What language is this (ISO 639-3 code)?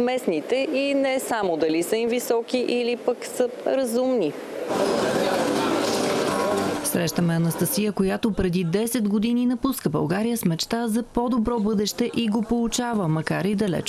bul